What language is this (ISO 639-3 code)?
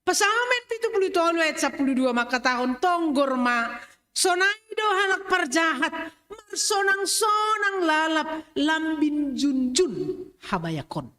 bts